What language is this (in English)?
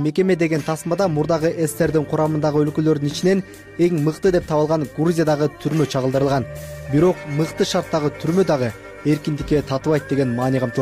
Kyrgyz